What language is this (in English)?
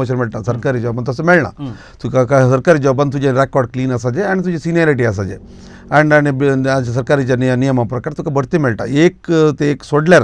Konkani